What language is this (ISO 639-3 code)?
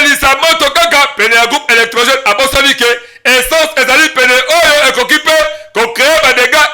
lin